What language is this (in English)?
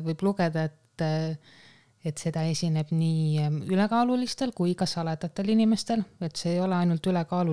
Estonian